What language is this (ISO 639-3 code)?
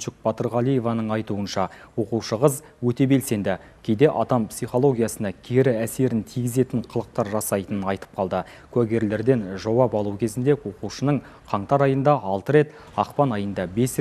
kaz